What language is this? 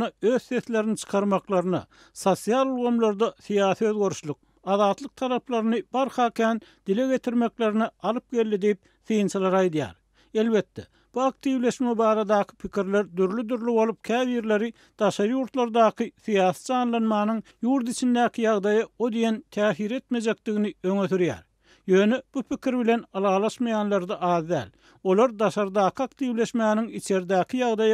Turkmen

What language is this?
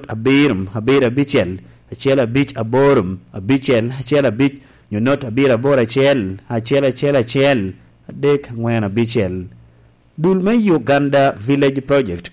Lango (Uganda)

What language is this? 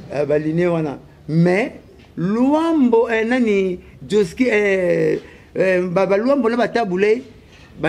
Lingala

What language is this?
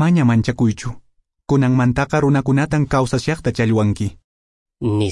Quechua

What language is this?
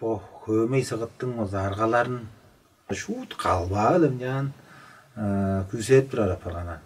Tuvinian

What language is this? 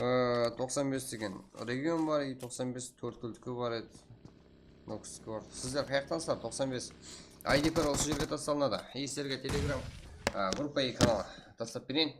Kara-Kalpak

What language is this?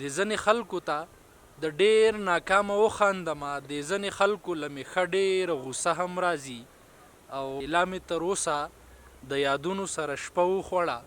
Pashto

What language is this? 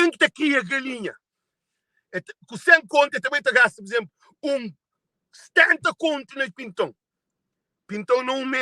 Kabuverdianu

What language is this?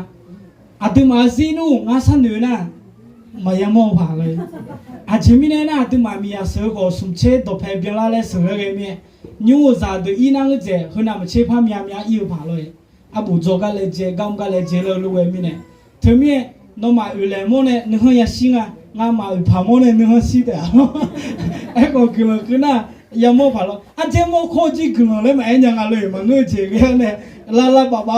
Akha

